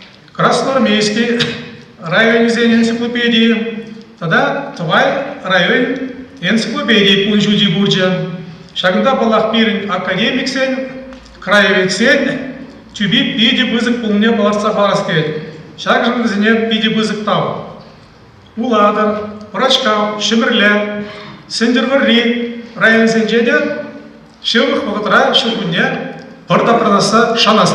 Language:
Chuvash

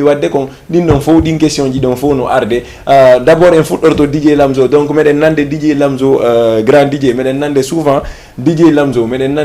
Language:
Fula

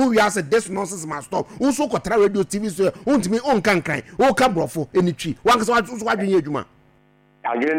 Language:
Akan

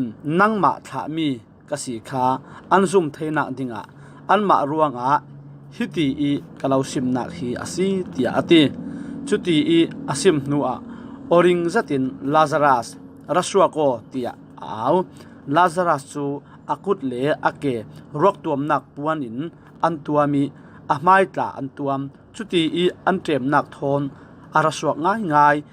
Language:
Falam Chin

